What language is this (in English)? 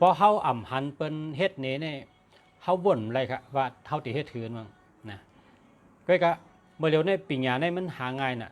Shan